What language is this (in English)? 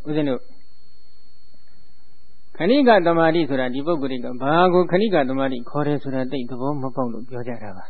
Burmese